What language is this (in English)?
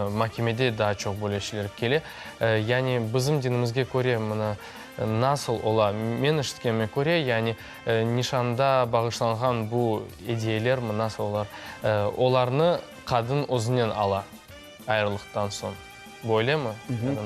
Crimean Tatar